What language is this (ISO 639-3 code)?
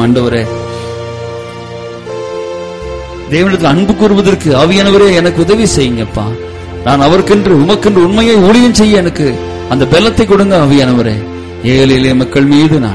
tam